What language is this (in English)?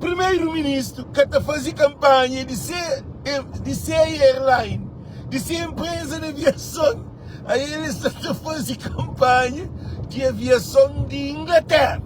Kabuverdianu